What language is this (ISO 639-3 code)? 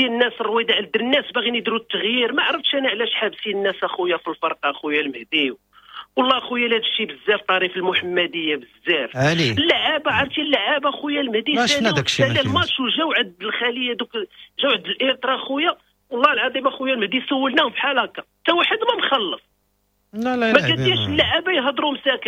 ary